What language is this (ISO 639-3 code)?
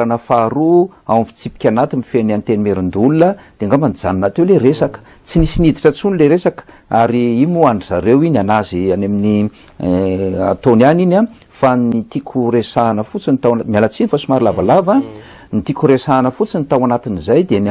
mlg